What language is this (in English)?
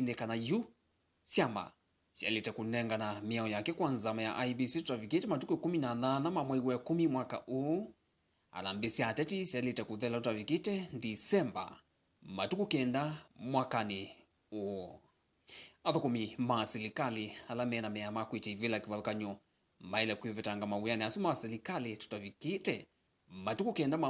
Kamba